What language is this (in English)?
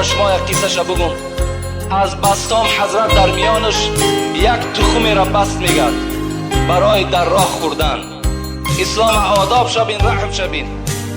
Tajik